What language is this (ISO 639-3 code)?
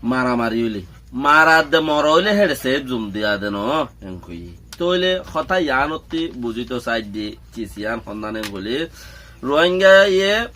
rhg